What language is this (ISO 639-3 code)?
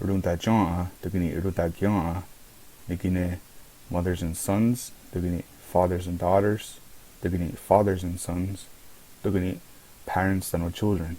moh